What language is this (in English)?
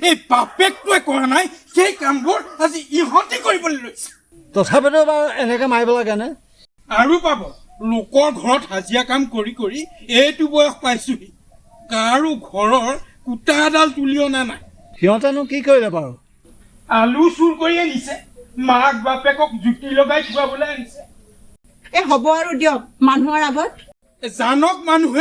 Assamese